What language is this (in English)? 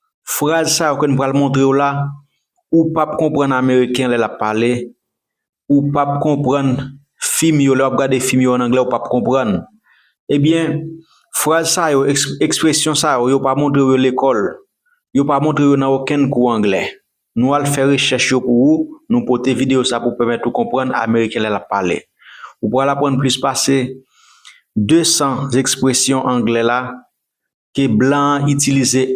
Haitian Creole